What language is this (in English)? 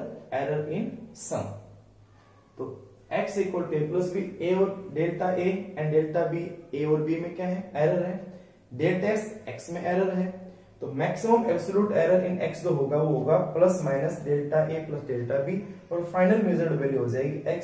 Hindi